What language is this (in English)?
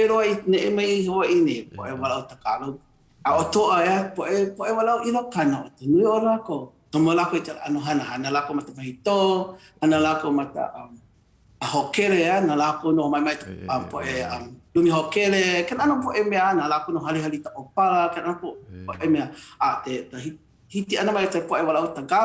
Hawaiian